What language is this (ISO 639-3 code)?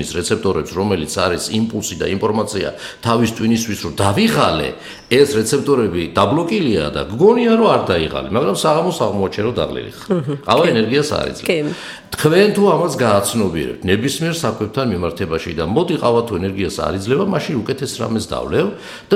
kat